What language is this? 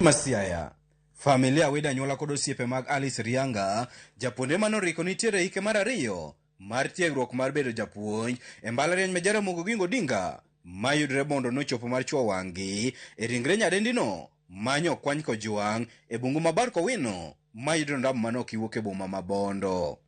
Luo (Kenya and Tanzania)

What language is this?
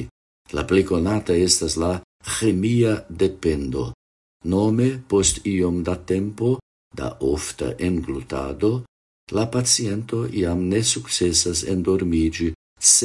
Esperanto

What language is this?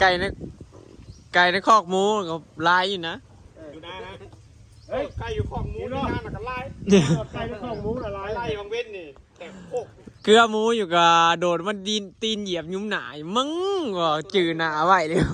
Northeastern Thai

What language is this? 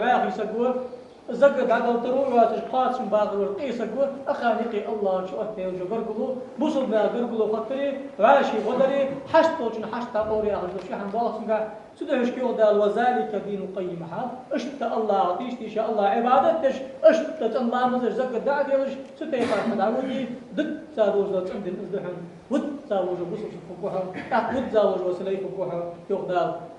Ingush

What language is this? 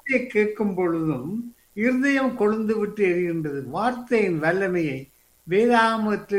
Tamil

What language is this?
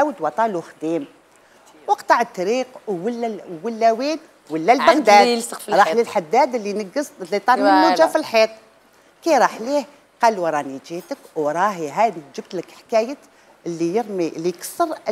Algerian Arabic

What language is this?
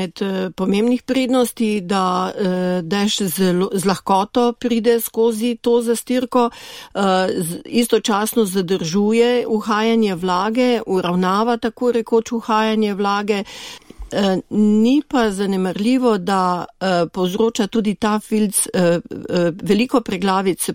Slovenian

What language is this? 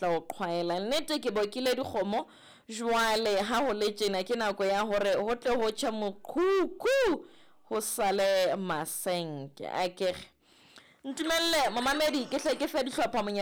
Southern Sotho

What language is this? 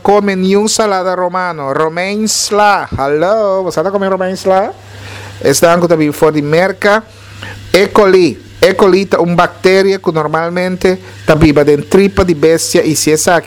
Papiamento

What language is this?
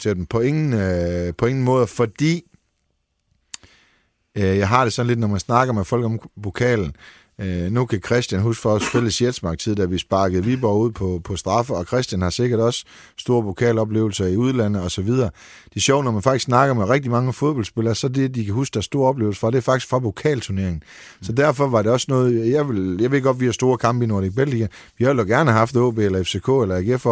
Danish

